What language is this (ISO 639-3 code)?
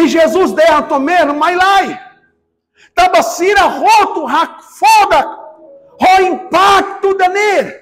tet